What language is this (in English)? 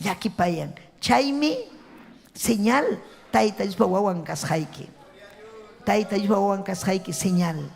Ayacucho Quechua